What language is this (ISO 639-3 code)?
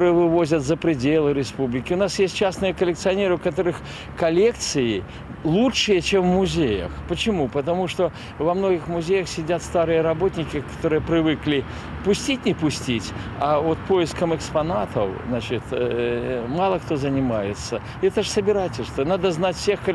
rus